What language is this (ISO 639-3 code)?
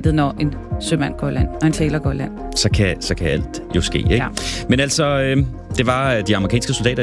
dan